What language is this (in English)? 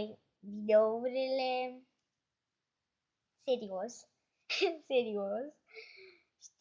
Romanian